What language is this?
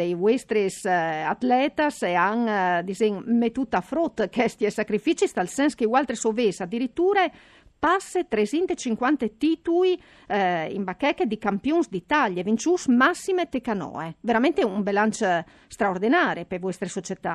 Friulian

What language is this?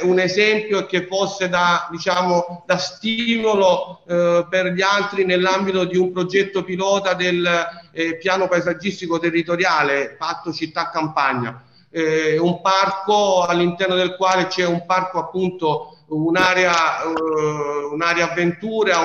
Italian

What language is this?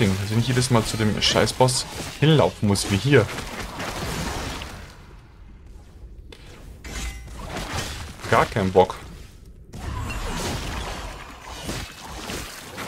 German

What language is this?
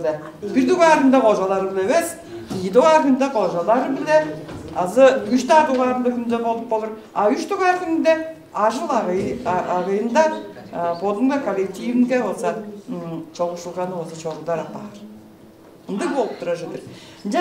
Tuvinian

